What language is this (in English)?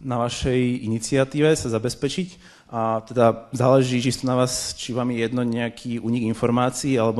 Slovak